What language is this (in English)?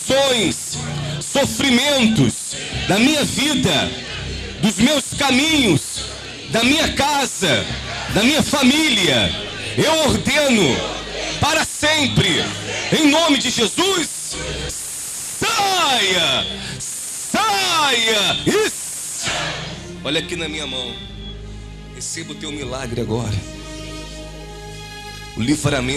Portuguese